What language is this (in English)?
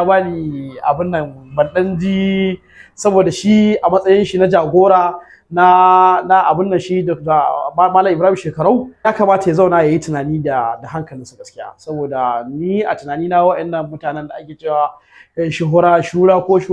Hausa